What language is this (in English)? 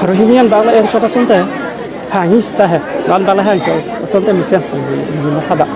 Karbi